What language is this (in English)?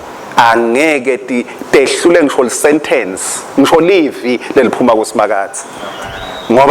Swati